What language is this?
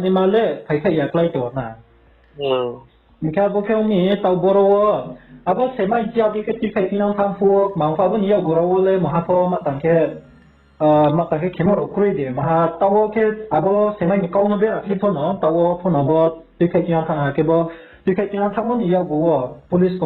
Riang (India)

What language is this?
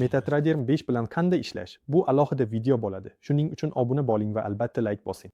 Uzbek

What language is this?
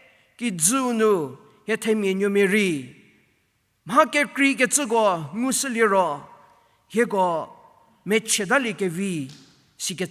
Angami Naga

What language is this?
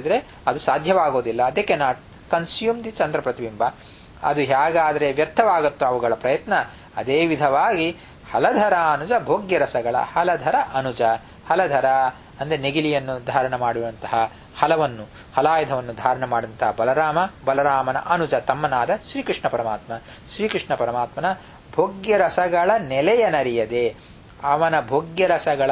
Kannada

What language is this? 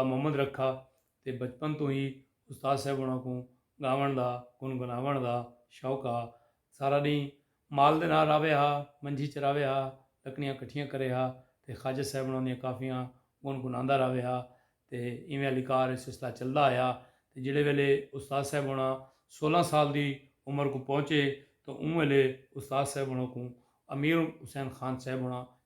Saraiki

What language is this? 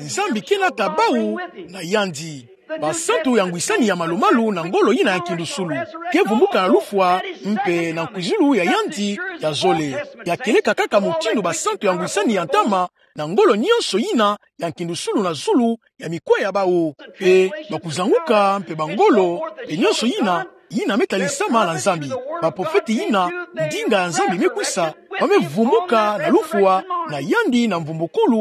Kituba (Democratic Republic of Congo)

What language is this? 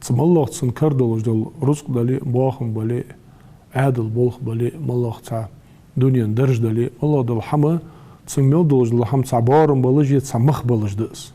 Ingush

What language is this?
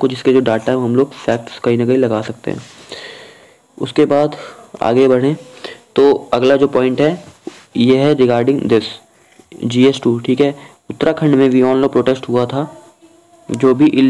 Hindi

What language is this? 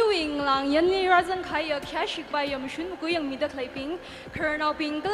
Tangkhul Naga (India)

